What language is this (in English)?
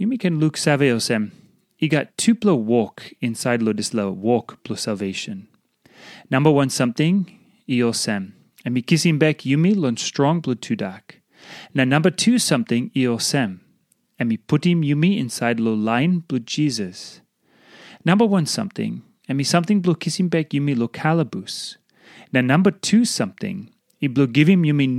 Tok Pisin